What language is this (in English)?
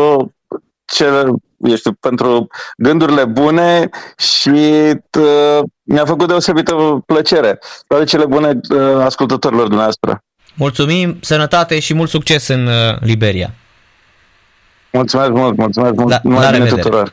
Romanian